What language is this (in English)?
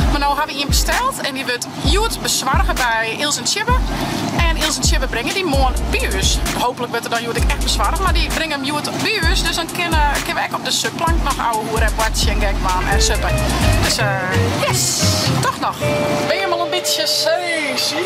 Western Frisian